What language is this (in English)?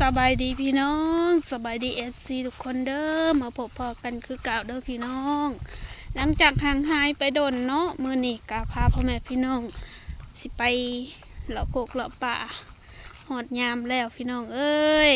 Lao